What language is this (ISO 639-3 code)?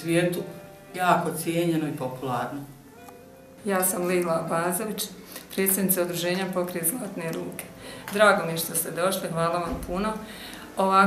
bos